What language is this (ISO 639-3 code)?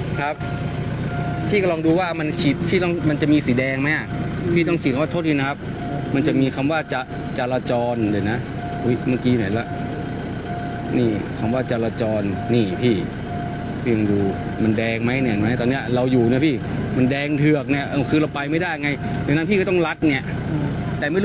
tha